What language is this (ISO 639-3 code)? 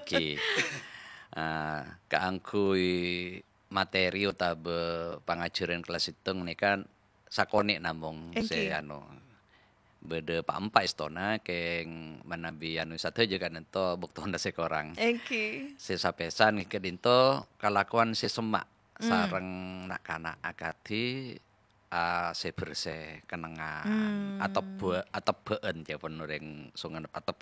mad